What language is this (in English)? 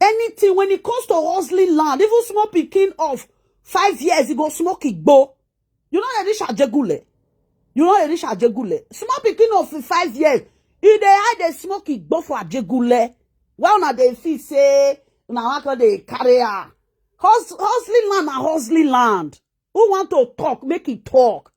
Nigerian Pidgin